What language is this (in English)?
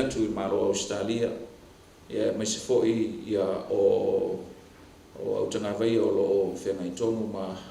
Samoan